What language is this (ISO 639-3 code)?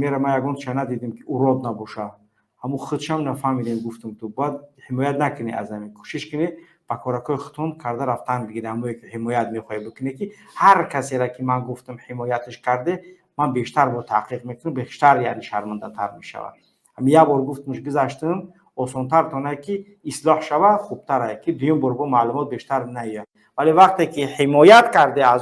tgk